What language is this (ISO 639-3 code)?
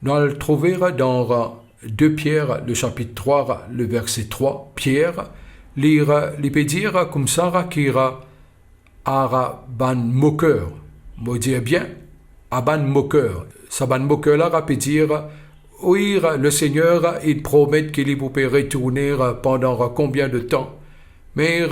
mfe